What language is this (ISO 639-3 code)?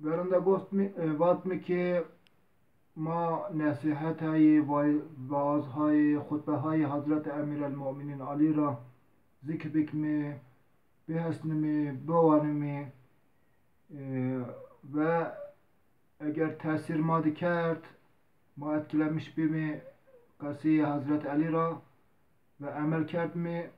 zza